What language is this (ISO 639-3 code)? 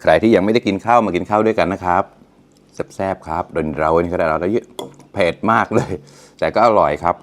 mnw